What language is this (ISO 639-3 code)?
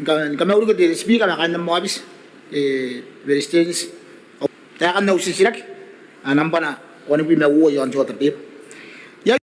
gil